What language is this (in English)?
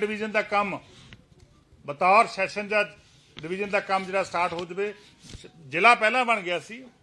Punjabi